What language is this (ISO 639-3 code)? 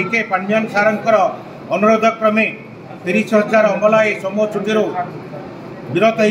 ori